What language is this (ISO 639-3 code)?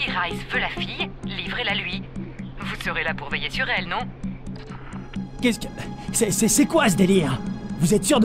fra